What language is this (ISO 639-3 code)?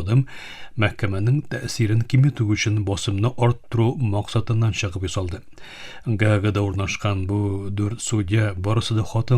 tat